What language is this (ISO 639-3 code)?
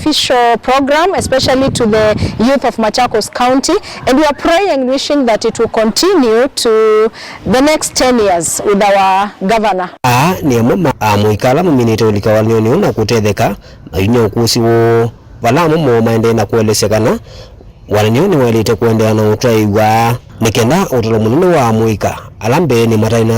kam